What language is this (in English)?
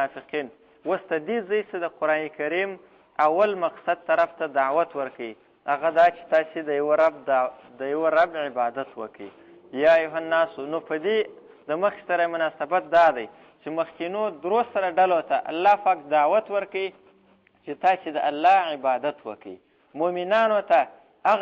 Pashto